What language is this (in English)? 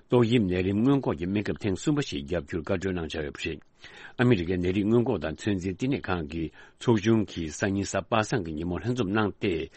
Tibetan